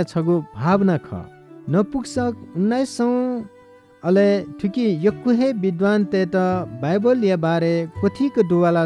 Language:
Newari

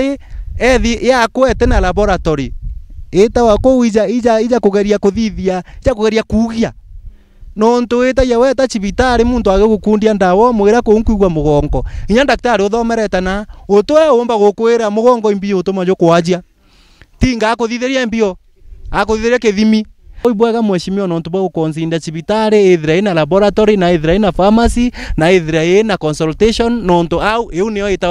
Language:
Meru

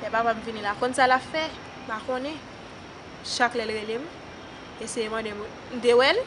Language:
Haitian Creole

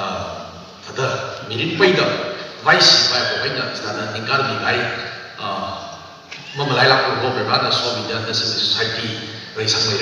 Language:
Tangkhul Naga (India)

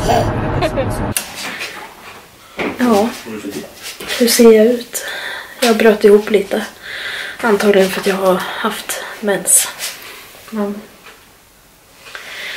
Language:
Swedish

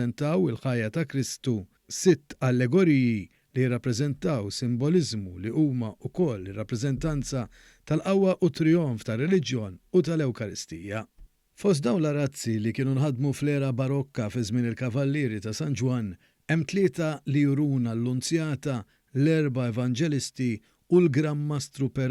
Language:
Maltese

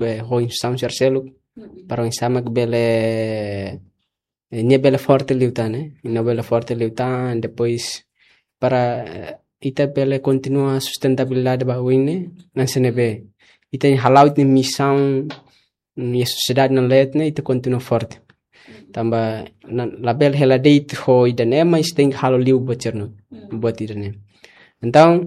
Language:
Tetum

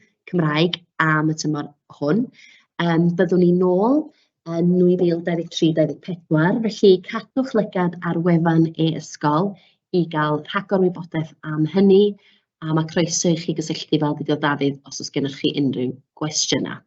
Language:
Welsh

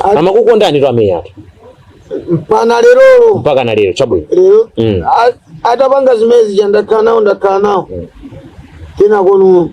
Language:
Nyanja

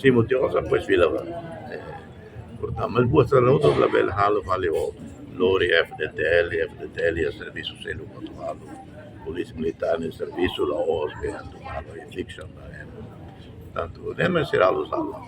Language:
Tetum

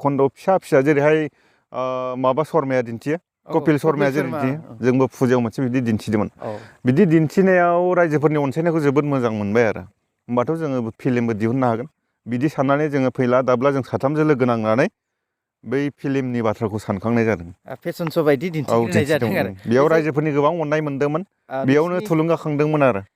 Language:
Bodo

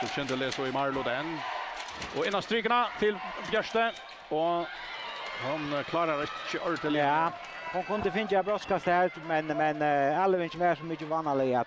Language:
Faroese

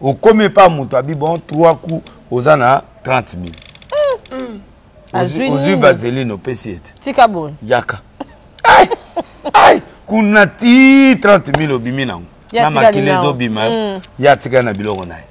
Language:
Lingala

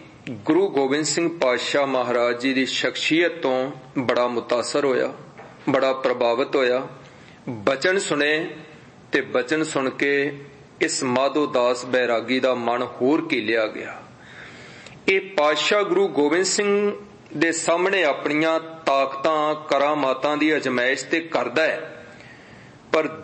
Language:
Punjabi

